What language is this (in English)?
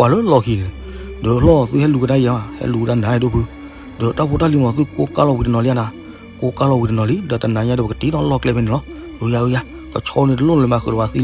S'gaw Karen